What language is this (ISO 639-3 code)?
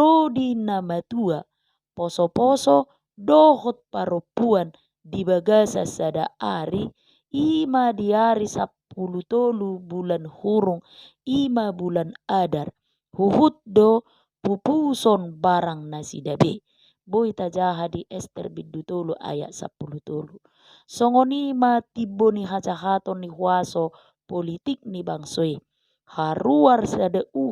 bbc